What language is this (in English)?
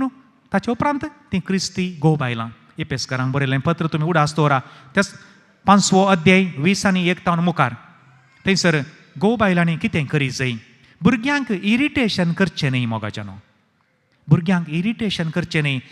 Konkani